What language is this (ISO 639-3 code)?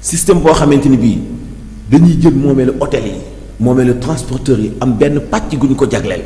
wol